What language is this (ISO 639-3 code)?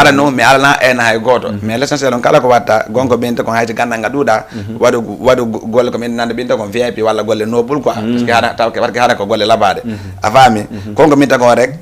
ful